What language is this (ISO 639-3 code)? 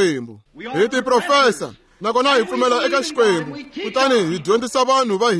tso